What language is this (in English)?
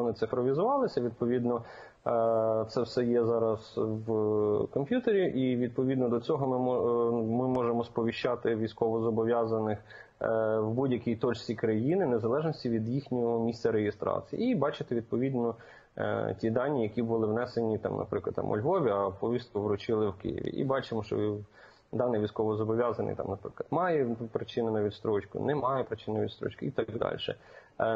Ukrainian